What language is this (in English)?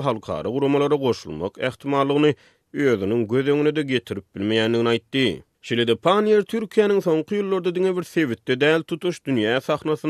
Turkmen